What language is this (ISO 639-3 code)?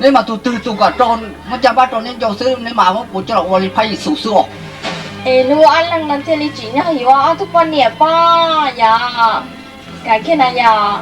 hmn